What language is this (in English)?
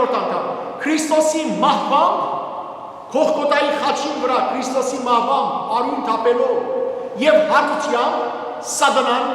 Western Armenian